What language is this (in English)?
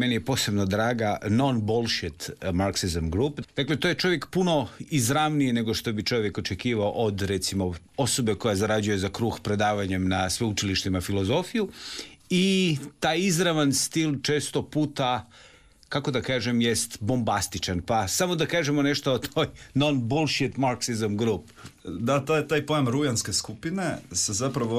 Croatian